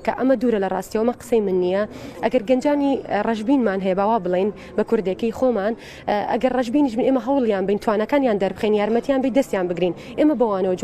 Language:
Central Kurdish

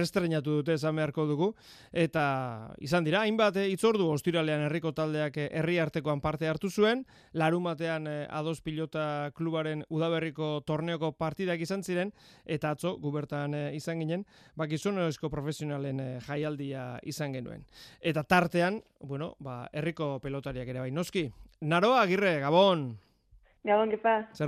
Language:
Basque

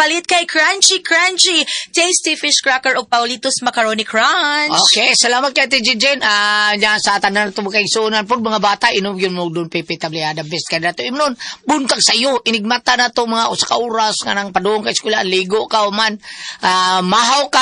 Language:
Cebuano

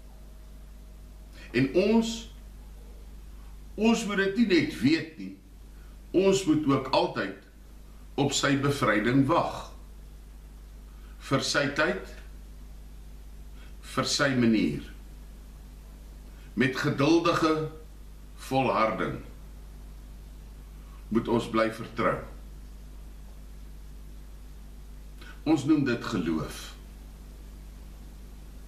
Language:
Afrikaans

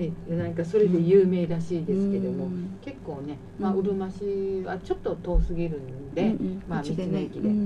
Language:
Japanese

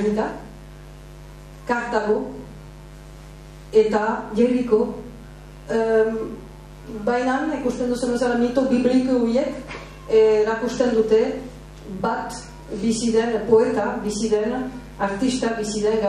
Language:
Basque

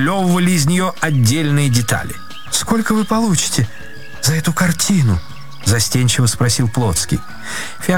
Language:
Russian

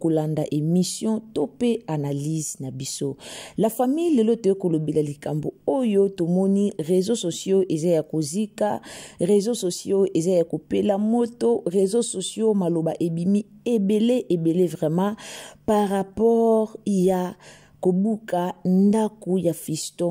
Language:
Lingala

